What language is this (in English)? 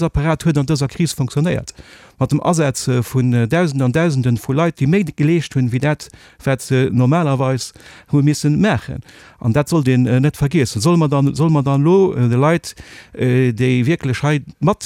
Luxembourgish